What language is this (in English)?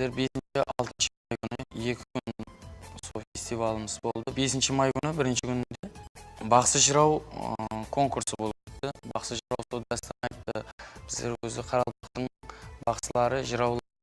Kara-Kalpak